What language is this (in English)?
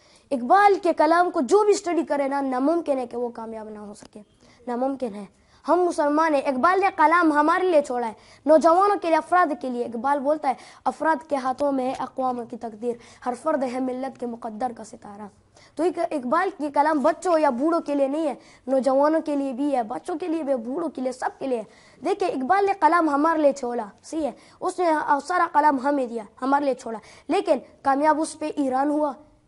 Urdu